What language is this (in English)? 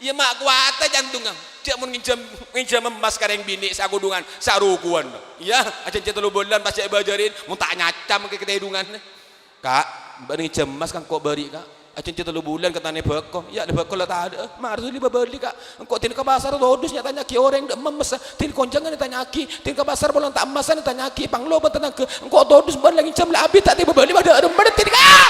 Madurese